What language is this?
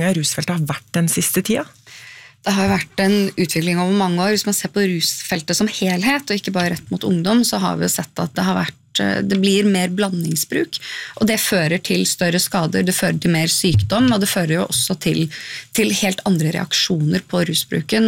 Norwegian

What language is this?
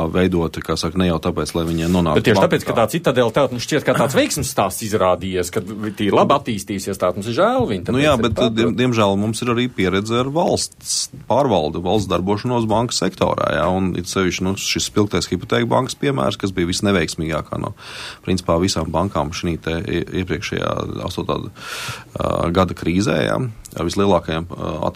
Latvian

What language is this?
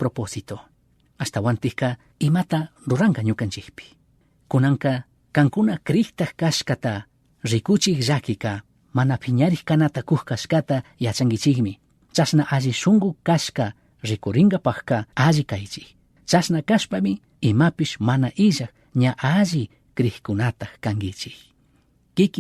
Chimborazo Highland Quichua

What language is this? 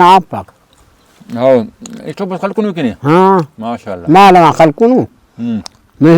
Brahui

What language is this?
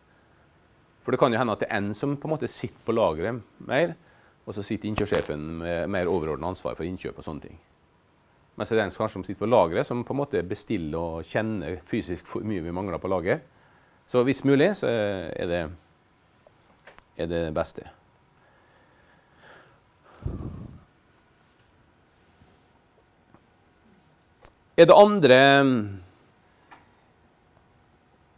Norwegian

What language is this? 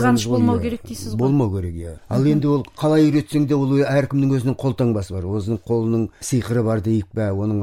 Kazakh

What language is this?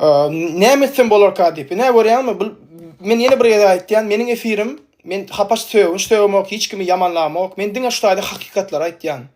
Turkmen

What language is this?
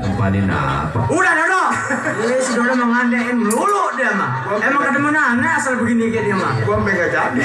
Betawi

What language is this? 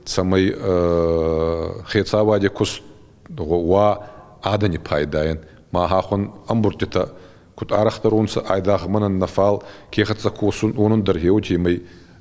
Ossetic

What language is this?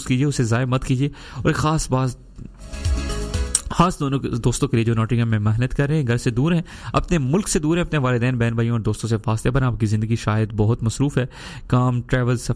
Urdu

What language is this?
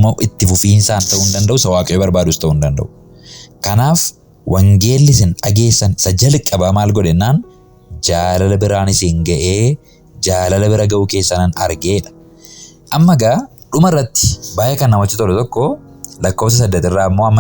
Oromo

